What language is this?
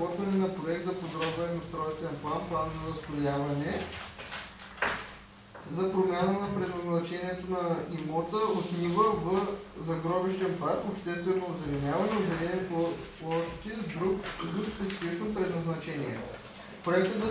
Bulgarian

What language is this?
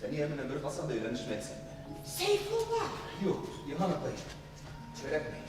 Bashkir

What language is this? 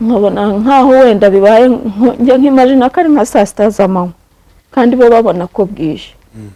Kinyarwanda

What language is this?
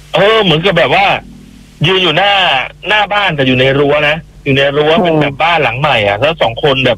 Thai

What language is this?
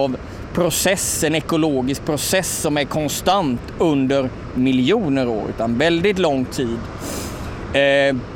Swedish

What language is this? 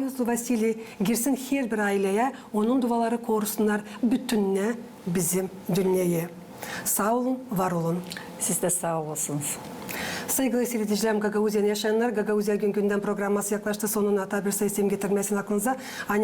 Gagauz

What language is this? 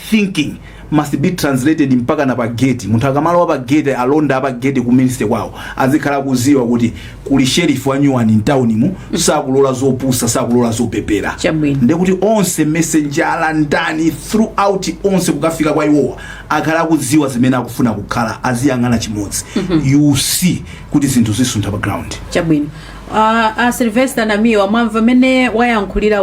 Nyanja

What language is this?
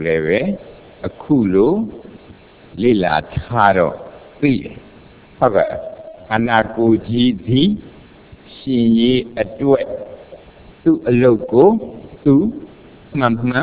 Burmese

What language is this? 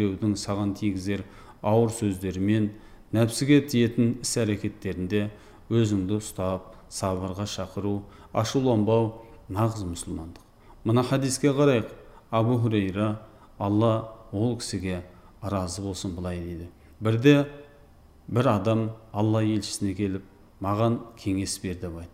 Kazakh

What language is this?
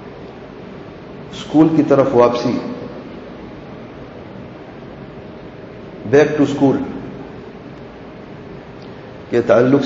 Urdu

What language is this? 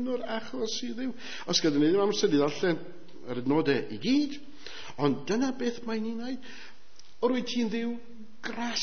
Welsh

